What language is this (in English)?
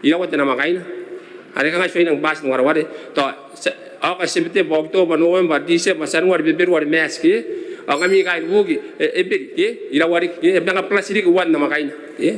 Gilbertese